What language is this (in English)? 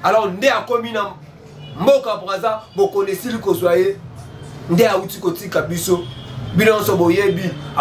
Lingala